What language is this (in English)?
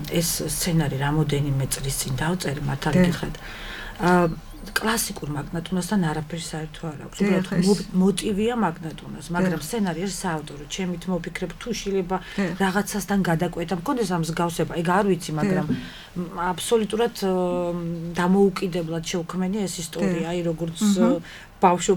Georgian